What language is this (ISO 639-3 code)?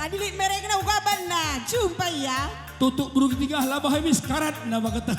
btx